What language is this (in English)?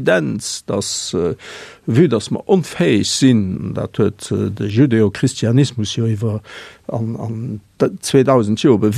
Luxembourgish